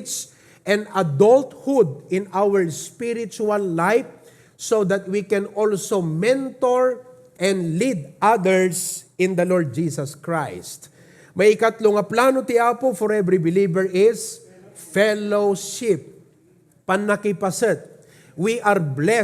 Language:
Iloko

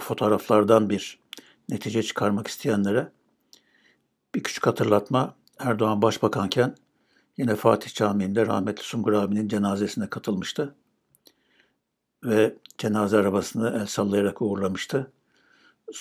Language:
Turkish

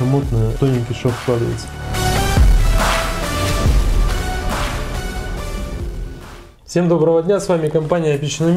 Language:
Russian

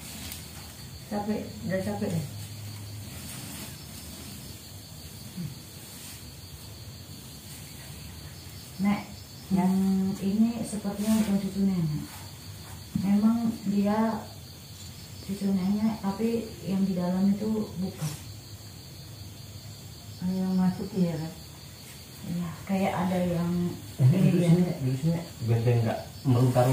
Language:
Indonesian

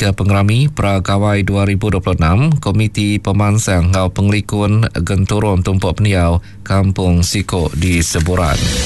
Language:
Iban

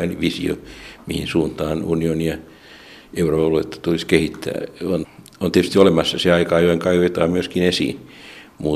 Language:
Finnish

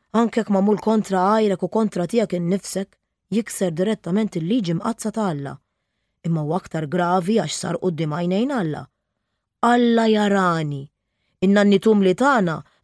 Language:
Maltese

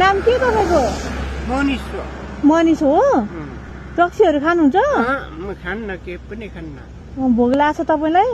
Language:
Nepali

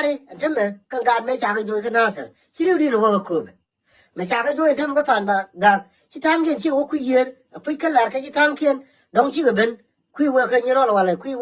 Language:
Nuer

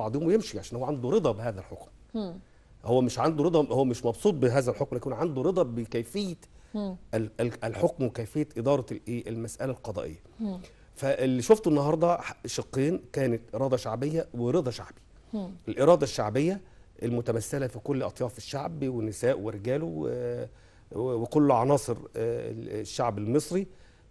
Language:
Egyptian Arabic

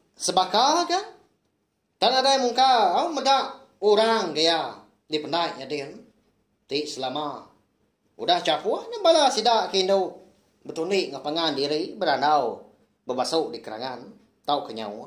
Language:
Iban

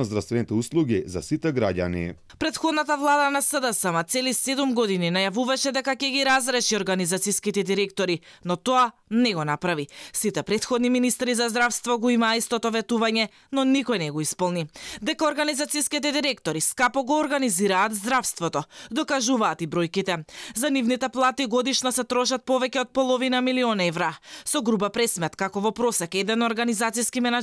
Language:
Macedonian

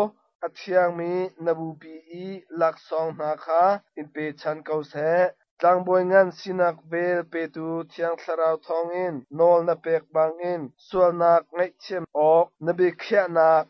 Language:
Hakha Chin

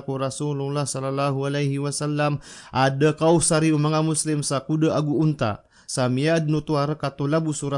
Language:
Maranao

